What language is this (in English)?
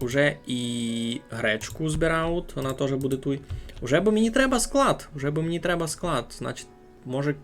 Rusyn